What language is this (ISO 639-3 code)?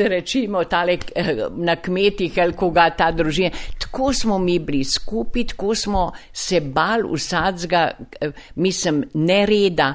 slv